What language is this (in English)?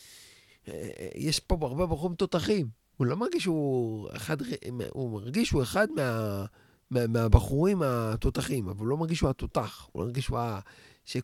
Hebrew